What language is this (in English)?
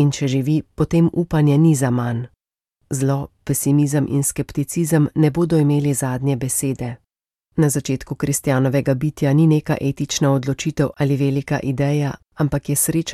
Slovenian